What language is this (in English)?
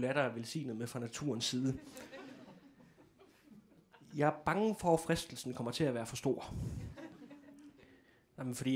Danish